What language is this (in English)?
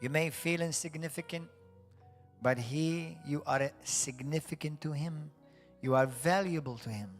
English